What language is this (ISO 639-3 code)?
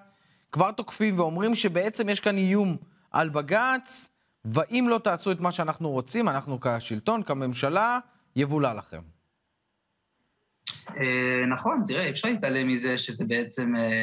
heb